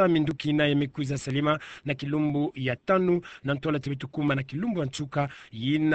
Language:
Kituba (Democratic Republic of Congo)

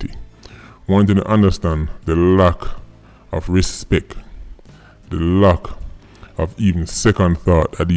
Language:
Jamaican Creole English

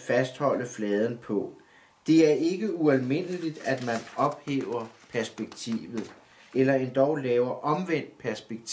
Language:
Danish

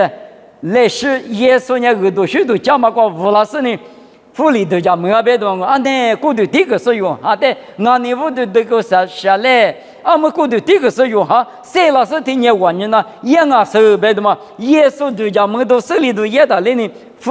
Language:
Lisu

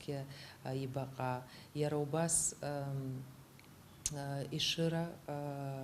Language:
Abkhazian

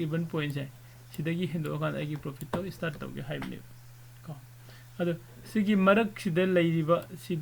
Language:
Manipuri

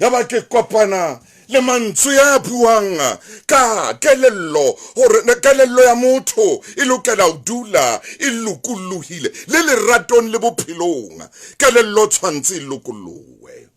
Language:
Southern Sotho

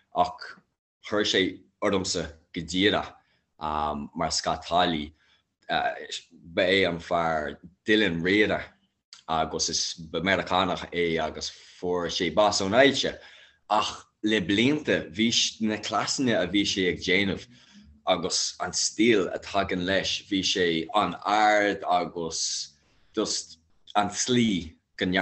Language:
Irish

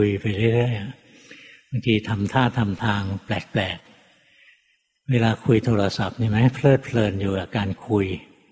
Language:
Thai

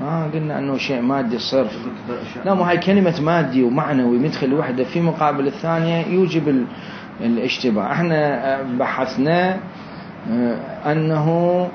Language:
Mesopotamian Arabic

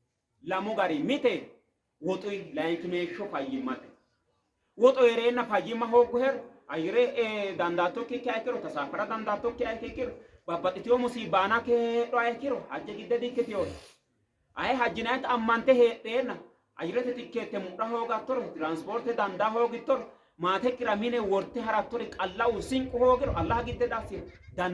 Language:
Sidamo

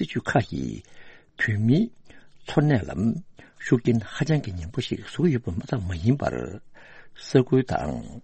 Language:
Tibetan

